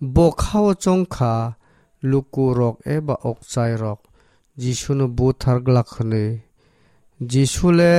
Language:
Kok Borok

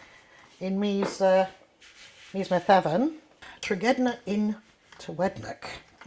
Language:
Cornish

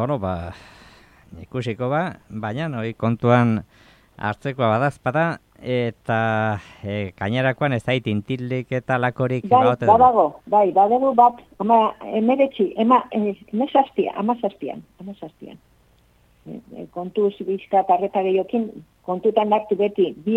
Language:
Basque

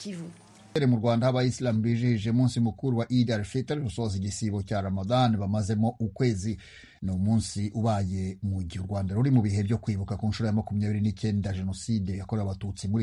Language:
Kinyarwanda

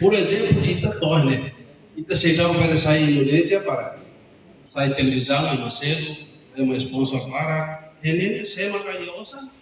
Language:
Tetum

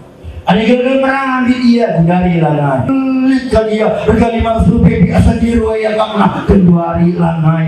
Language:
Batak Karo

